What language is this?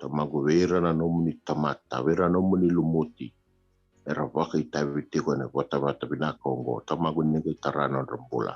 Fijian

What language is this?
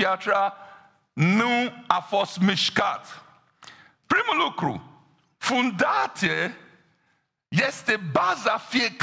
Romanian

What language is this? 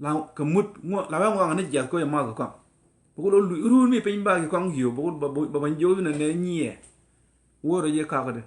Nuer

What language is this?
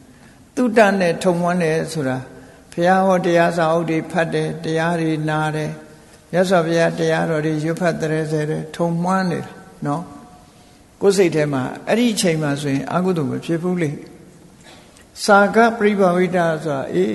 Burmese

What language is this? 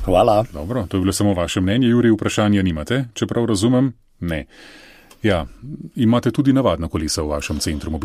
Slovenian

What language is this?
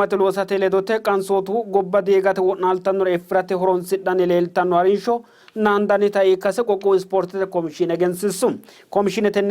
Sidamo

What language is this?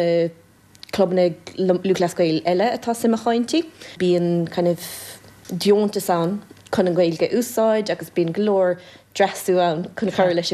Irish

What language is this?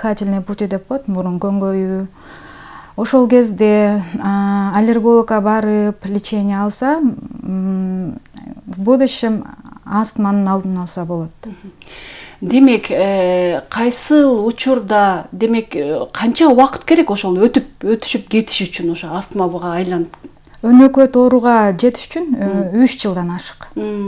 Kyrgyz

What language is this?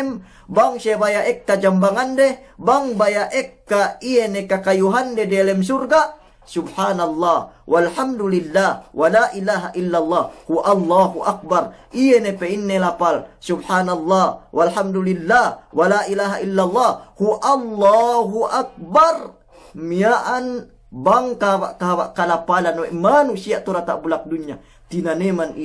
Yakan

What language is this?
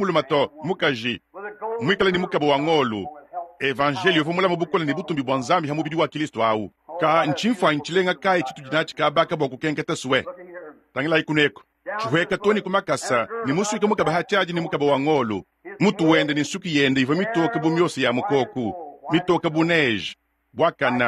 Luba-Lulua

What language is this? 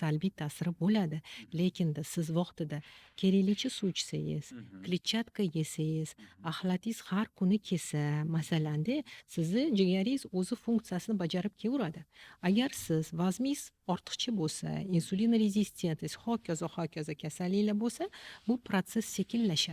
Uzbek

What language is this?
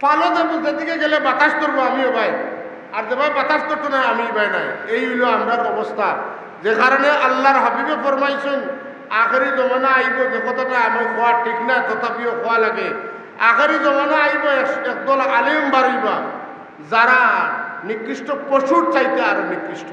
Sylheti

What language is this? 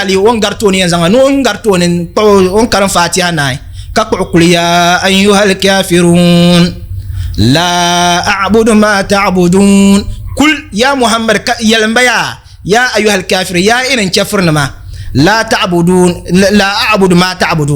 Dagbani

